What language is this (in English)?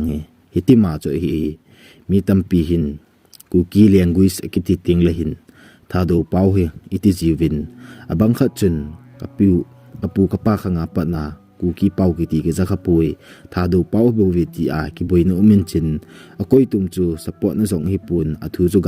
Thado Chin